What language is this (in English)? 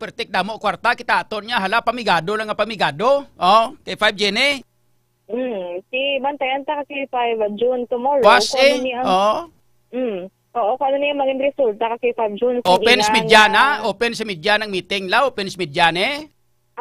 Hiligaynon